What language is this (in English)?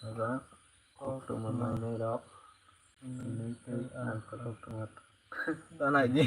Kok Borok